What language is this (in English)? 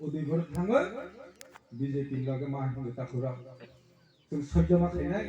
Kok Borok